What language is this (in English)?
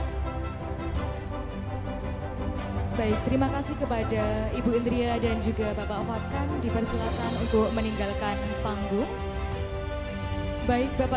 Indonesian